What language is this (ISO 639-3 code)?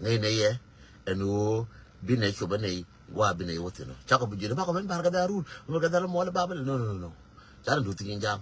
nus